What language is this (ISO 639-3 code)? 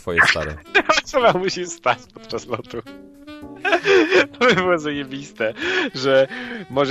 pol